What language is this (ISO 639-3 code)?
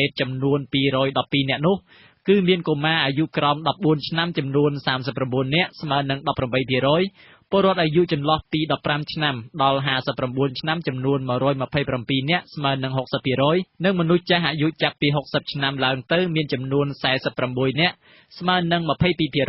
khm